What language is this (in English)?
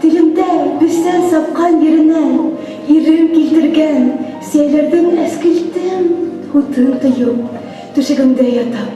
Bashkir